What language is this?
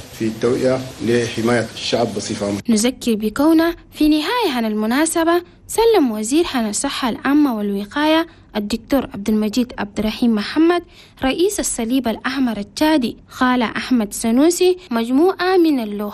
Chadian Arabic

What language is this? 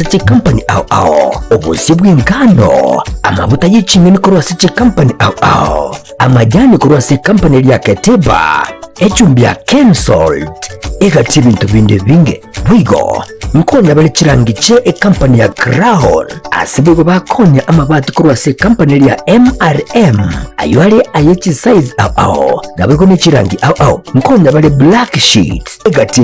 Gusii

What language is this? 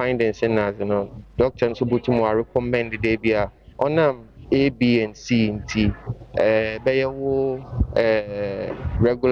Akan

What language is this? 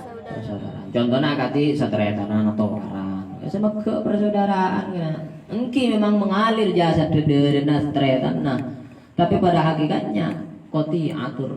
Madurese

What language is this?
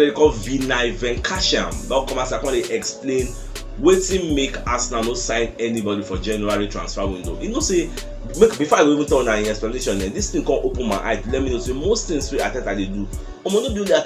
Nigerian Pidgin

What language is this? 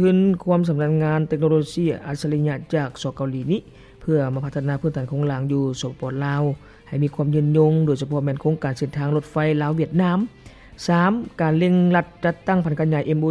Lao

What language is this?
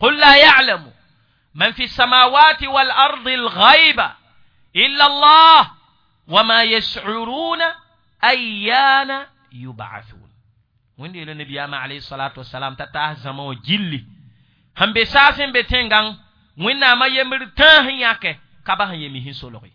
Mossi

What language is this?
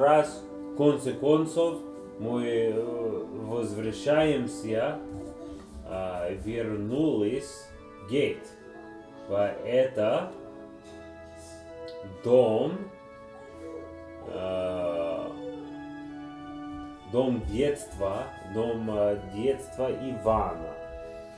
Russian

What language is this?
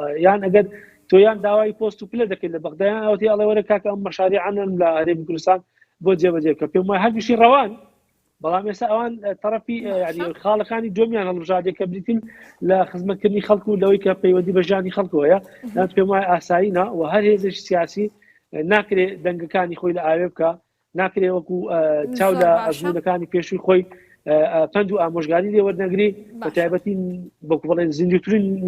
Central Kurdish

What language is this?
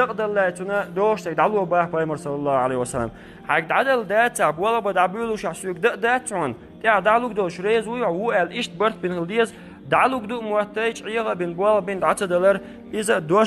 Chechen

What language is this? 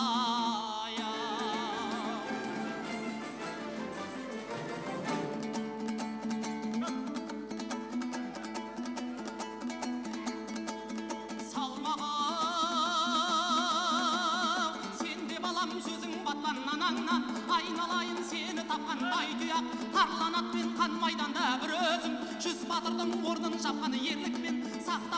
Kazakh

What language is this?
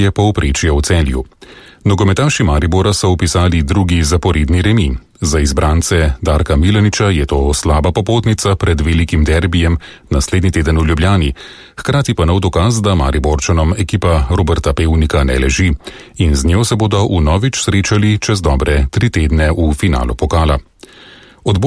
Slovenian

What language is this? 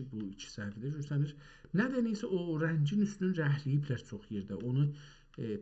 South Azerbaijani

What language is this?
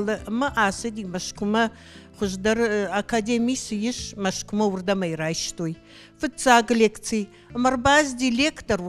Ossetic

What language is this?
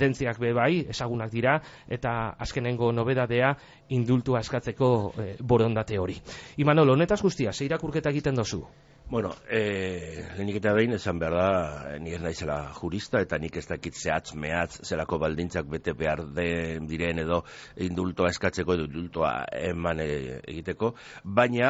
Basque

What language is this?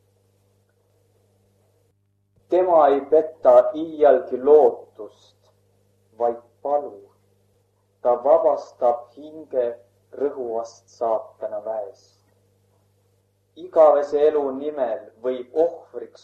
Estonian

